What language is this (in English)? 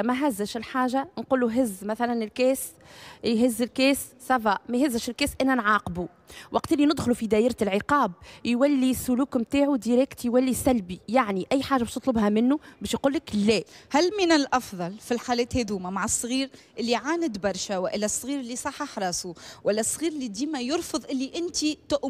Tunisian Arabic